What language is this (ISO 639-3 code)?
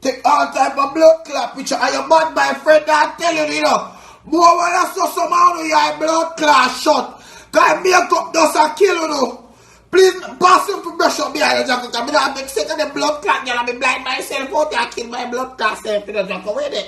jam